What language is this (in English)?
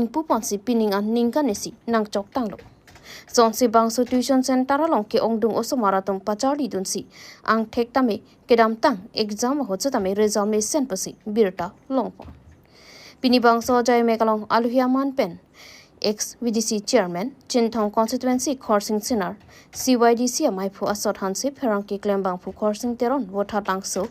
Karbi